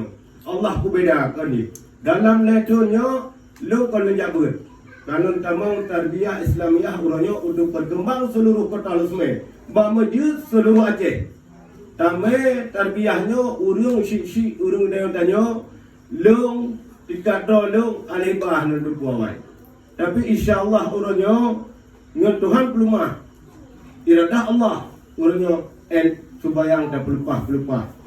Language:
Achinese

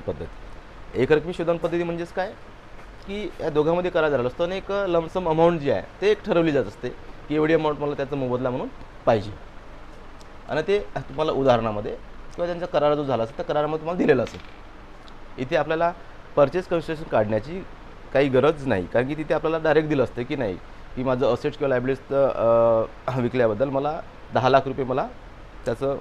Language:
Marathi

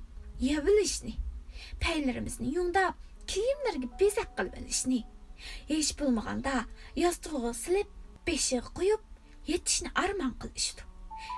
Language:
Uyghur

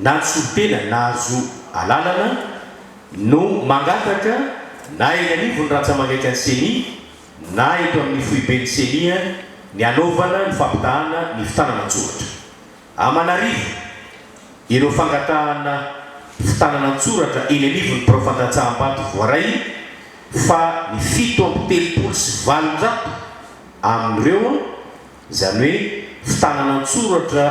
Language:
Malagasy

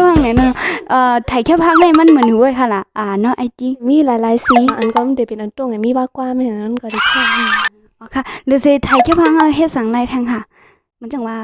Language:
Shan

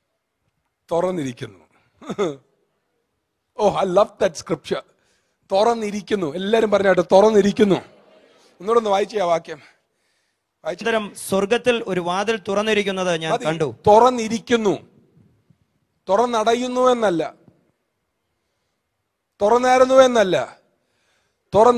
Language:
Malayalam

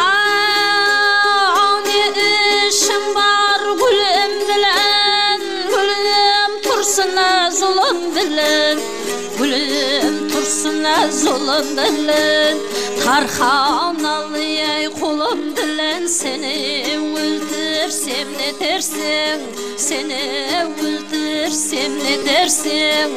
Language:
Kara-Kalpak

